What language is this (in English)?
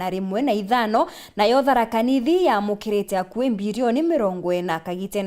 Meru